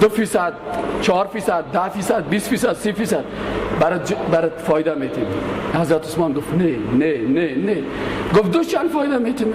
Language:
Persian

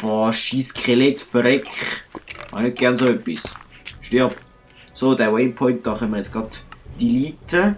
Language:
Swiss German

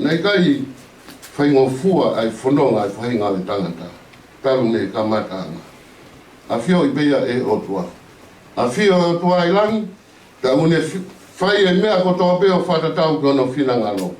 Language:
Tongan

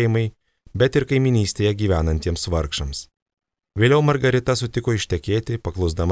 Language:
Lithuanian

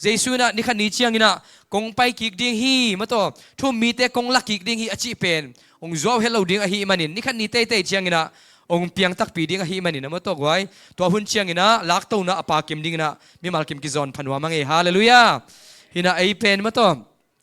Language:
Tedim Chin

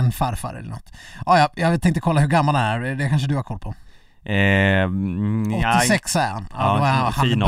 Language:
Swedish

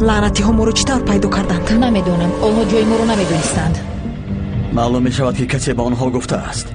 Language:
Tajik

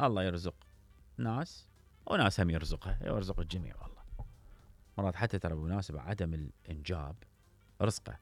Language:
Mesopotamian Arabic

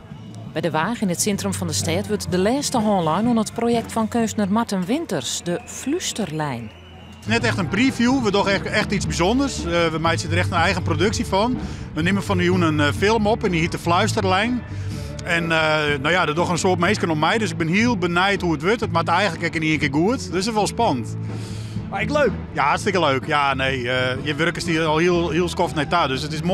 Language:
Western Frisian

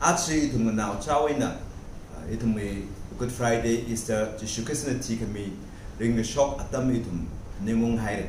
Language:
Tangkhul Naga (India)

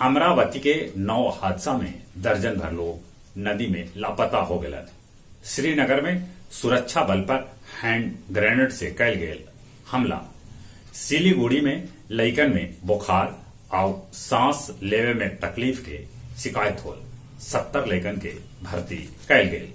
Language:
Magahi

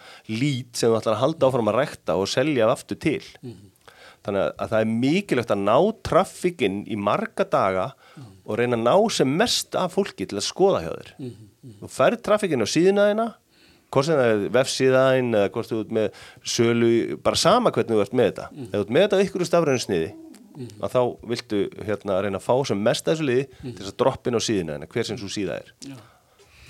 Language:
Icelandic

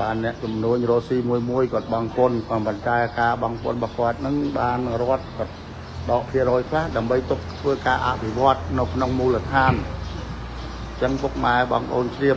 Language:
Khmer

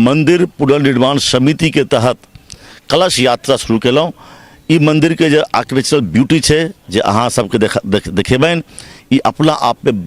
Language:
Maithili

